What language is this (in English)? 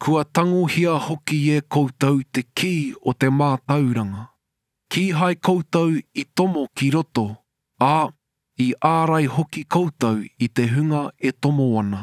Māori